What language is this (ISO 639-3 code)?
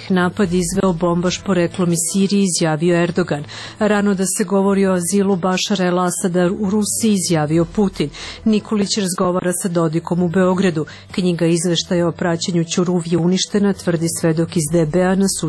srp